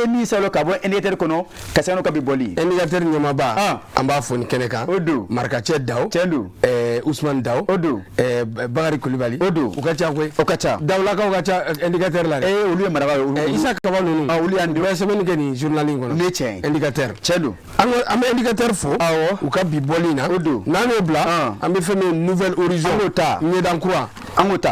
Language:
Bambara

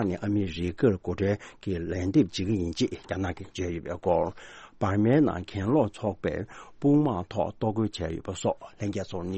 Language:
Tibetan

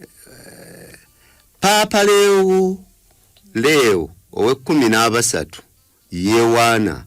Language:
Ganda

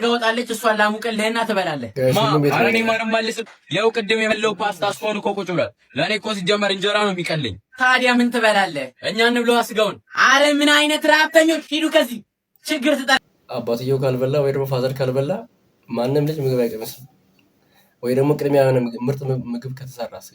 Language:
Amharic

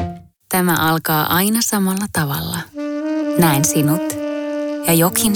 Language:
Finnish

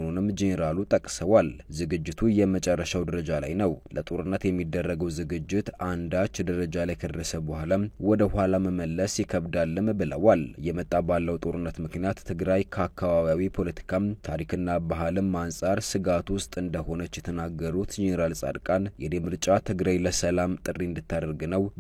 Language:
Amharic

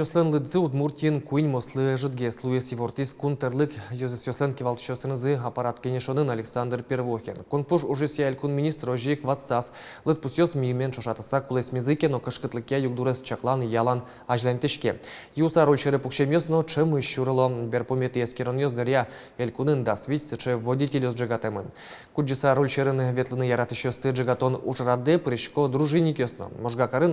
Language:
Udmurt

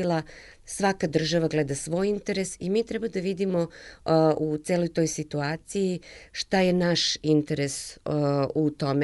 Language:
Serbian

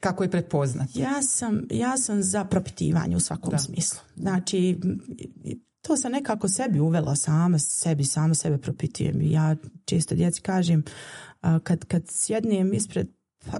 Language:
Bosnian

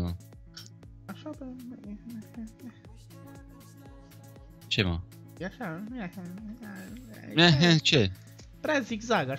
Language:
Romanian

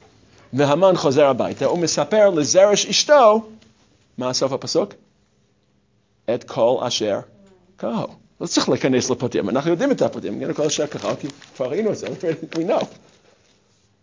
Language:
Hebrew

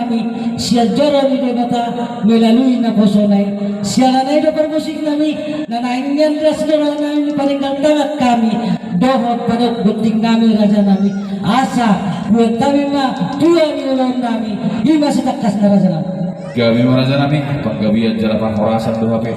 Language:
Batak Toba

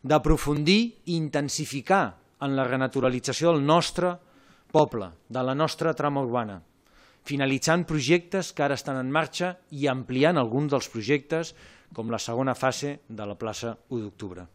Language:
Catalan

